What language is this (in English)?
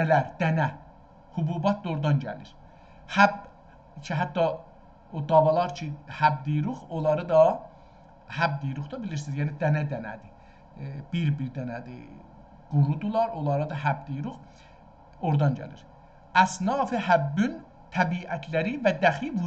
South Azerbaijani